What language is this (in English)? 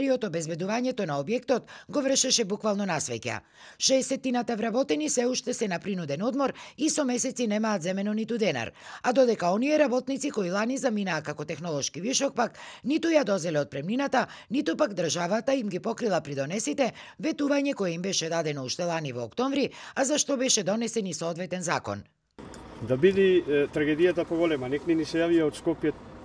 Macedonian